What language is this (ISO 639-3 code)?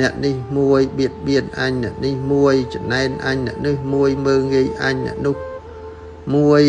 khm